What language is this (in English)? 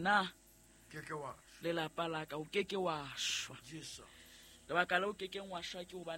Southern Sotho